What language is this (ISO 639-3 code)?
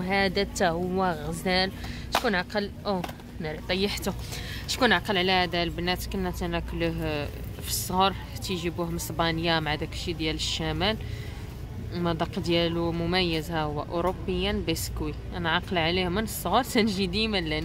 ary